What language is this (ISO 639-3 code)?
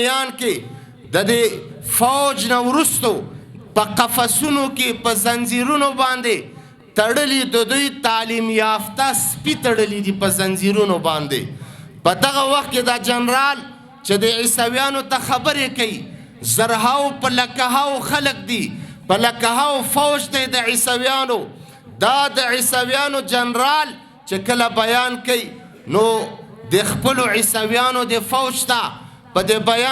pus